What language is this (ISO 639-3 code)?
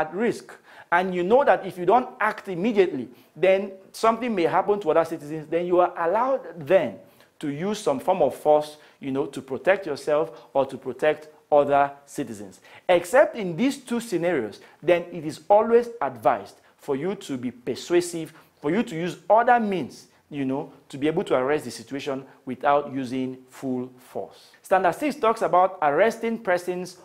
eng